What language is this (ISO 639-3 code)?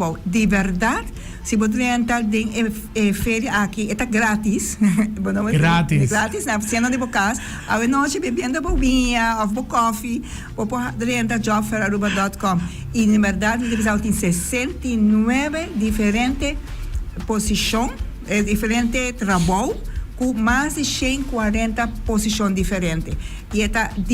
pap